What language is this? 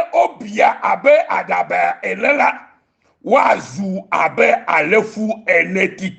Ewe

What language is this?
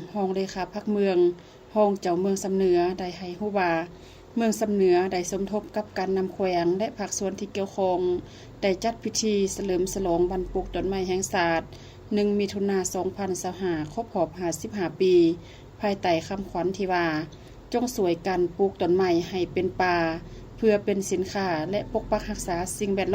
Lao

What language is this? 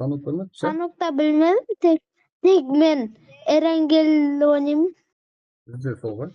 Kara-Kalpak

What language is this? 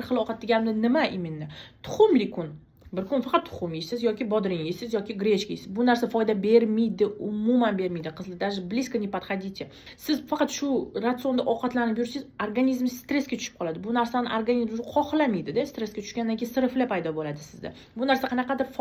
Uzbek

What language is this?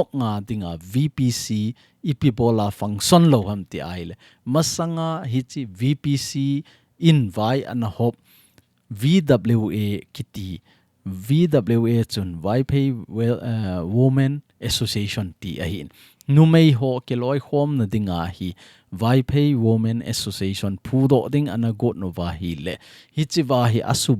Thado Chin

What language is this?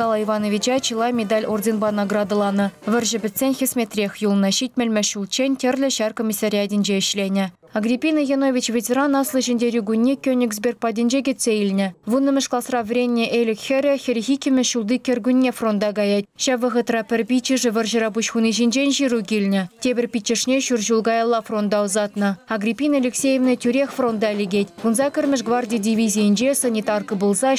Chuvash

